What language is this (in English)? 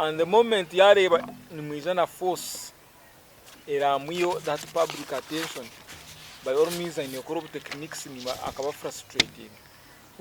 Nyankole